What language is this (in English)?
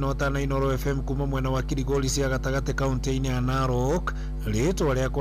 Kikuyu